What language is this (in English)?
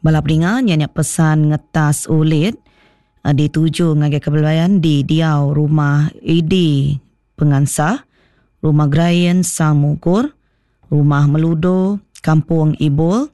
Iban